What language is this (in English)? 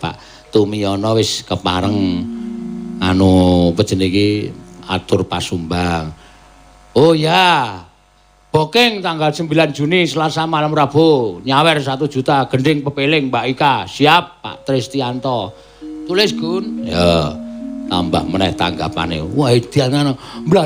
Javanese